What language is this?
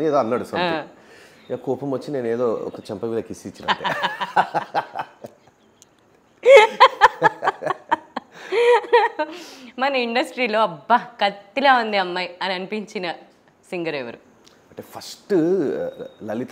Telugu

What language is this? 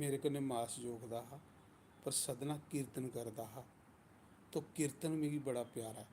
Dogri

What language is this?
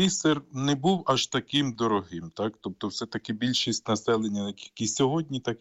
Ukrainian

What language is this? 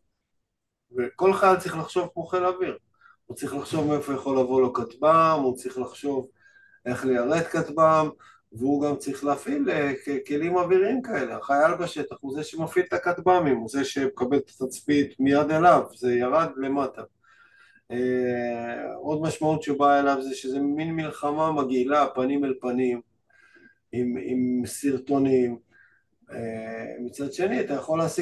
Hebrew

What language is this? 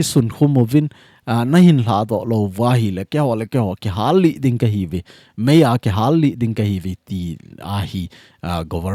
Thado Chin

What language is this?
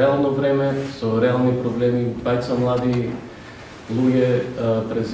Macedonian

